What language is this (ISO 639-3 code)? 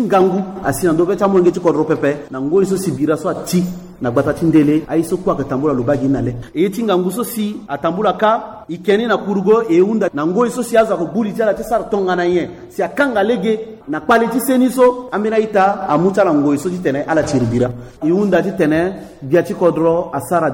sag